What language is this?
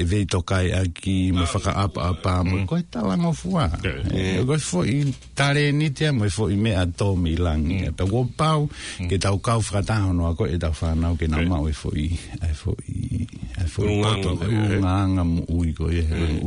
Tongan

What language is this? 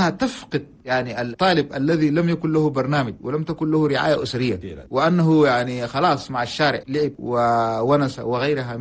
Chadian Arabic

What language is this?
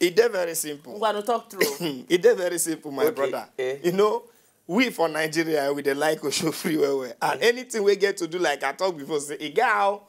Nigerian Pidgin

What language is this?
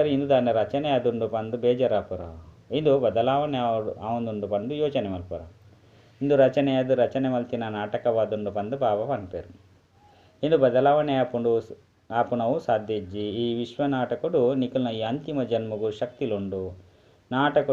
Tulu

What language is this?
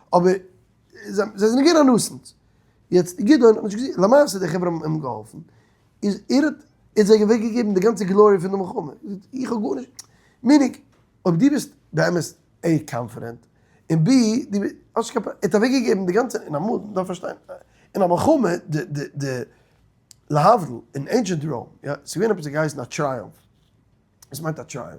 Yiddish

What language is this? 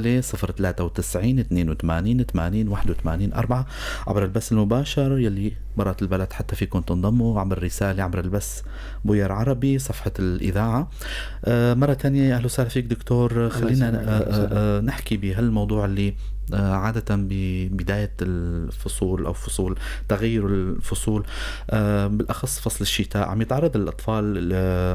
North Levantine Arabic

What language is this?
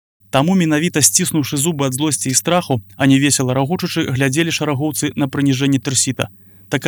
Belarusian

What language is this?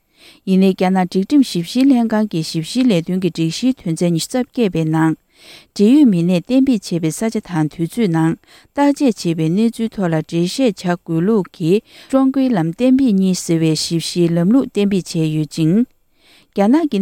Tibetan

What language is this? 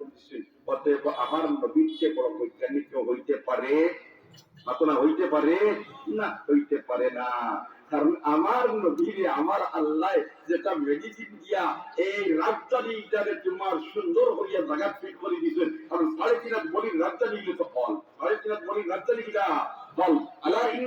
Sylheti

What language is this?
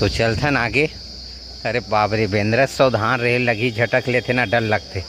Chhattisgarhi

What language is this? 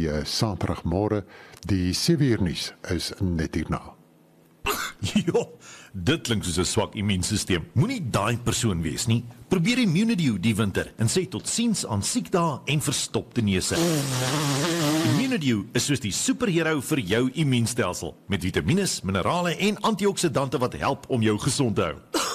Afrikaans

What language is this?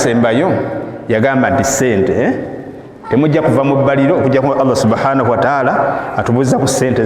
Ganda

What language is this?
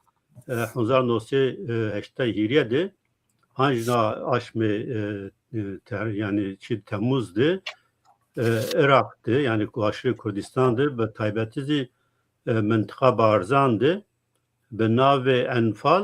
Zaza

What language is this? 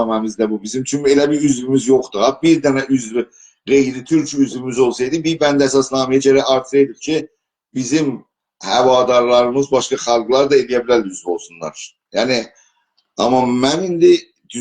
South Azerbaijani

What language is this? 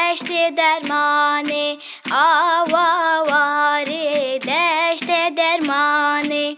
Kurdish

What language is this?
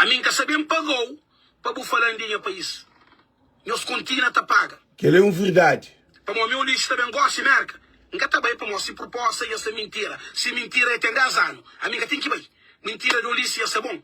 Kabuverdianu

